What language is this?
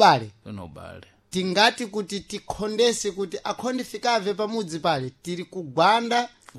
Sena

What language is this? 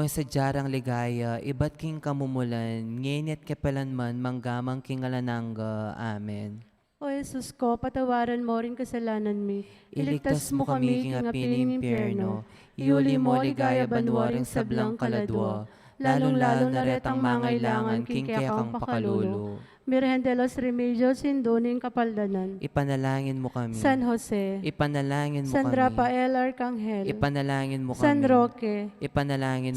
Pampanga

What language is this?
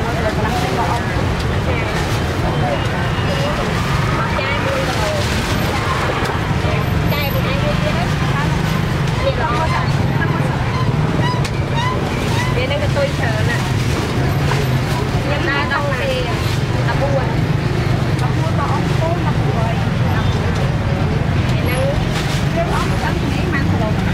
Vietnamese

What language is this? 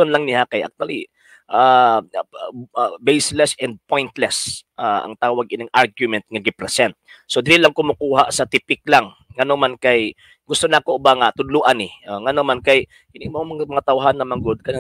Cebuano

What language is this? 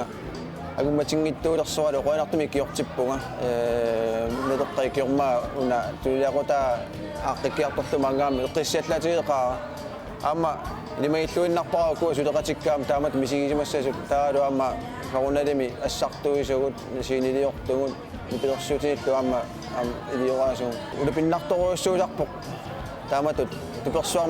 Kalaallisut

